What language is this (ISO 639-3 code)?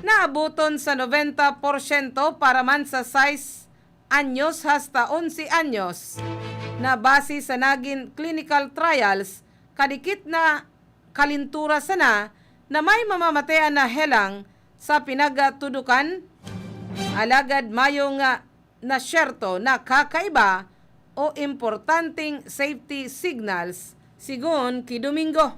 bik